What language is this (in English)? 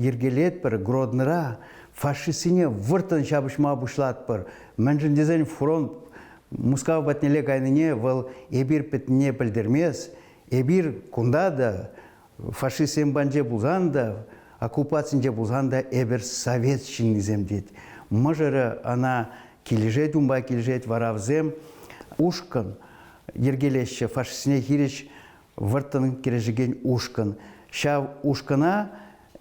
Chuvash